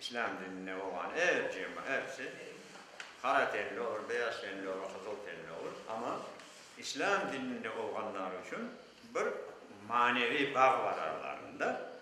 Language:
Crimean Tatar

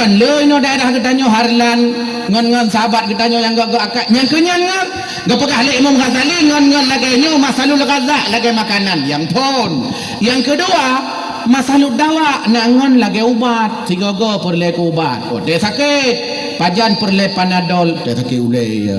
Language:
Achinese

